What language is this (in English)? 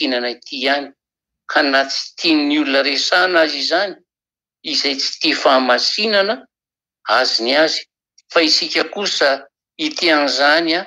Malagasy